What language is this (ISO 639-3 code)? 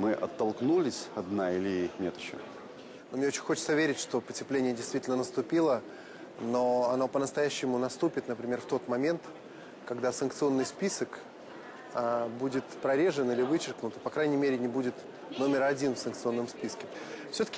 rus